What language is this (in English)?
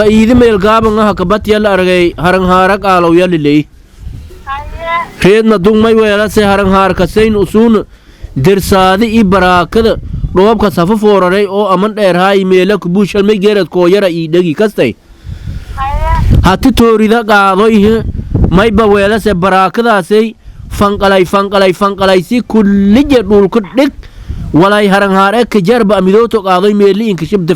Somali